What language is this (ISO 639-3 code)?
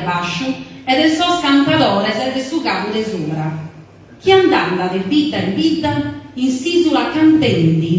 srd